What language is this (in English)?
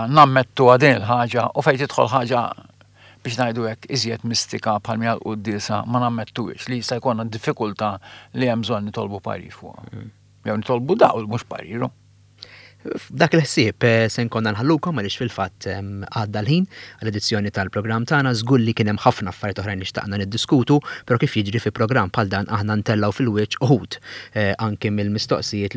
Maltese